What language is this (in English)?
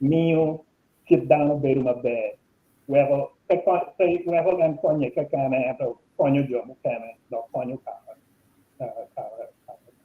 Acoli